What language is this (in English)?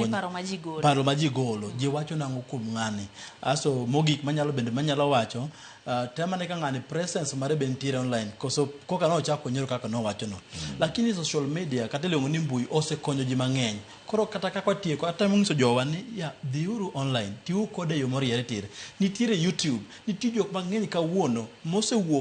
Luo (Kenya and Tanzania)